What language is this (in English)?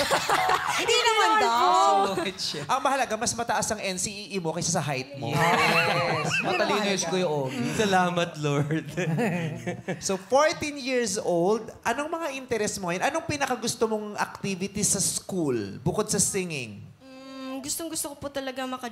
Filipino